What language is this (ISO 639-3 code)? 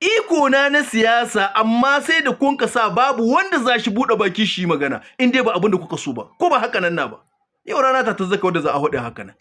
hau